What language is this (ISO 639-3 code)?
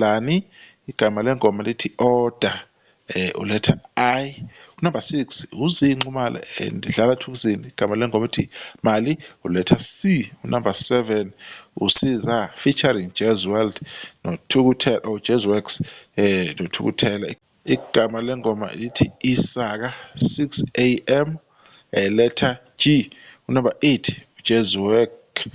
zul